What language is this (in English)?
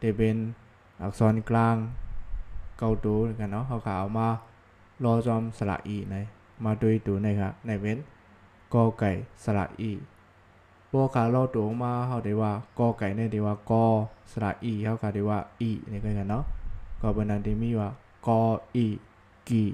Shan